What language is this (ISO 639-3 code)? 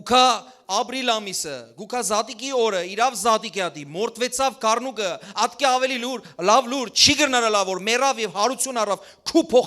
hyw